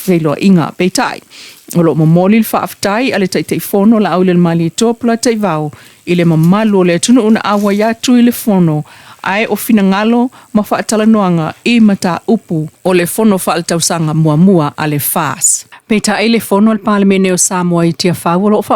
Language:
Samoan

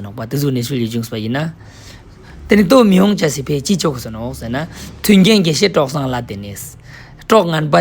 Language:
Ladakhi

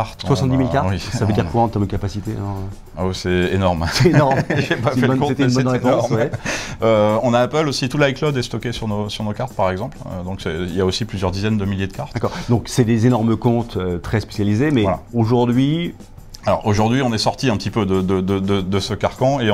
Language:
French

